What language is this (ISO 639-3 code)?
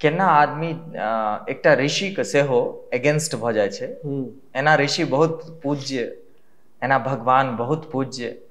mai